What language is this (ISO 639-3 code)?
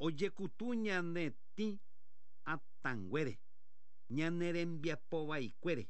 grn